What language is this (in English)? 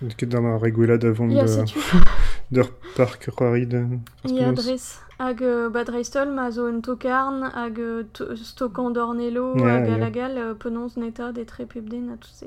Breton